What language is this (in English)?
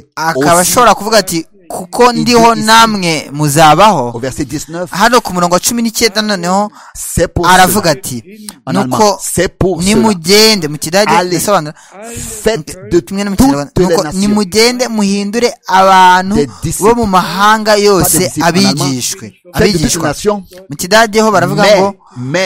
Kinyarwanda